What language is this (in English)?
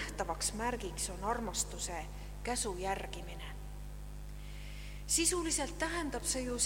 Estonian